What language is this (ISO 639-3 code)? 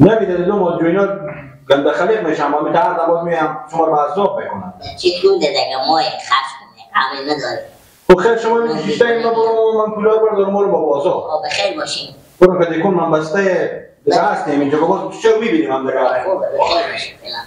fas